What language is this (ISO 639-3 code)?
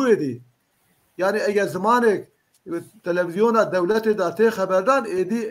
kur